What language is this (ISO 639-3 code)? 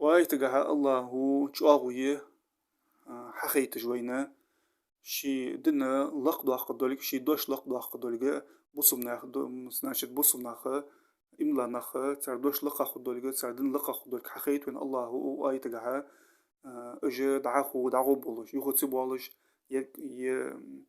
inh